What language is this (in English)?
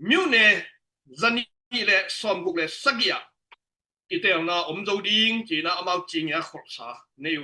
Tedim Chin